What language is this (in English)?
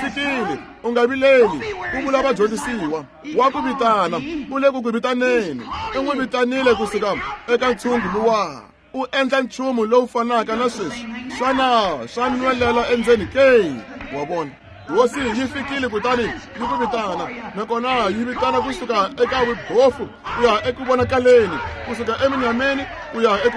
Tsonga